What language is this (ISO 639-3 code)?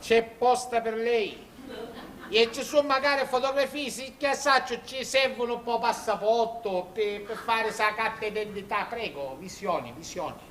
scn